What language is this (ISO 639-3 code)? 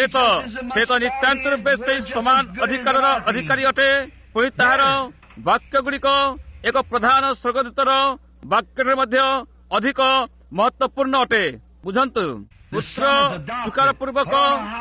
ori